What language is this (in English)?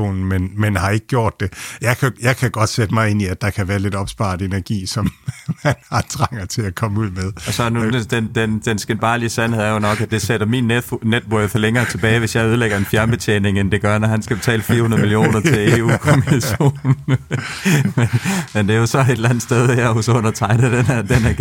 Danish